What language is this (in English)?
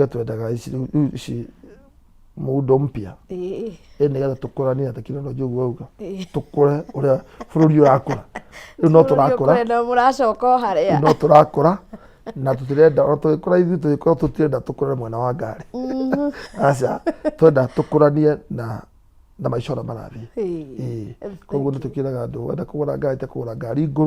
Kikuyu